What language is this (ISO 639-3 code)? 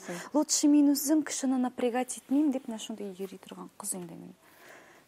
tat